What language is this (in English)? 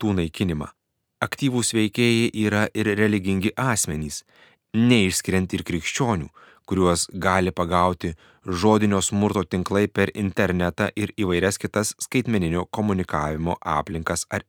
Lithuanian